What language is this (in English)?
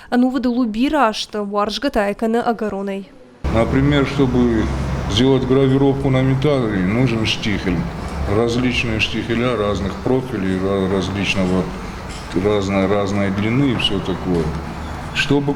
Ossetic